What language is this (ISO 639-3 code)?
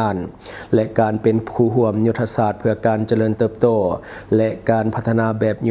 lao